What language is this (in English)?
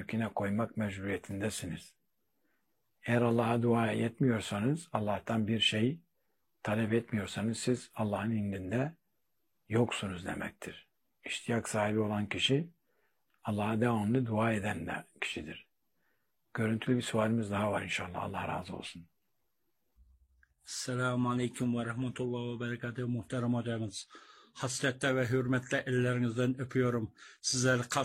Turkish